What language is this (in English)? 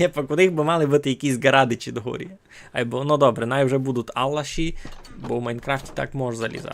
Rusyn